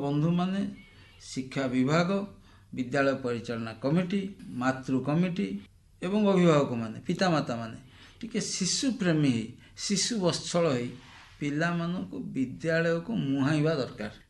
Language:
Odia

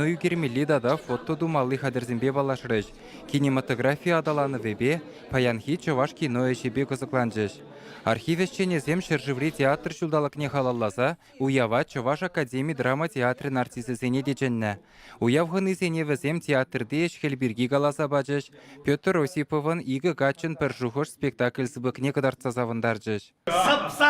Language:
Chuvash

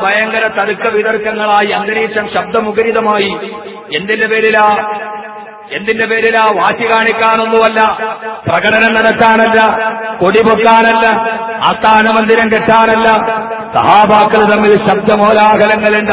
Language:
Malayalam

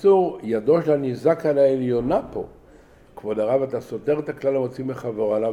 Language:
Hebrew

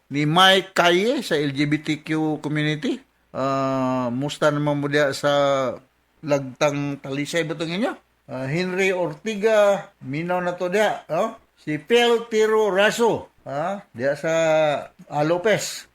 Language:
Cebuano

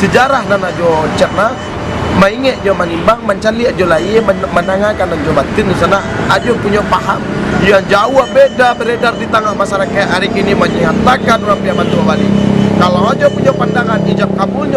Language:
Minangkabau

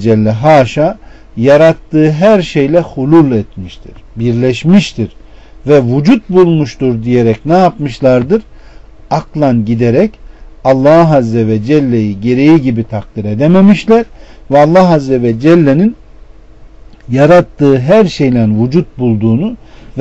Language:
Turkish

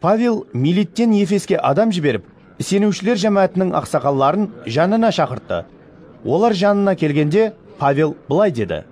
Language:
Kara-Kalpak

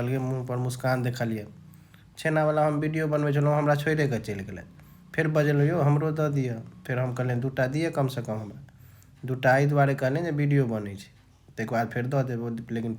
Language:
Maithili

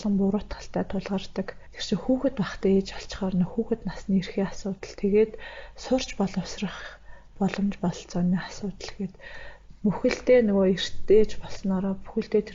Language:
Mongolian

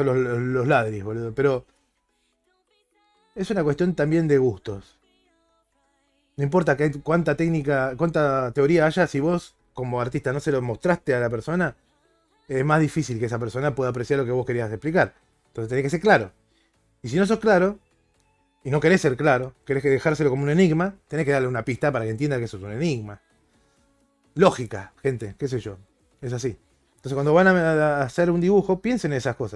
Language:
Spanish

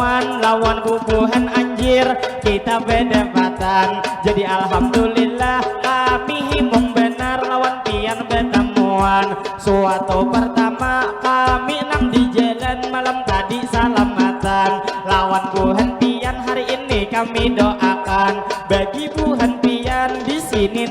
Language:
Banjar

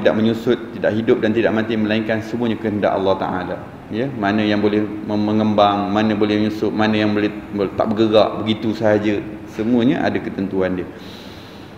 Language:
Malay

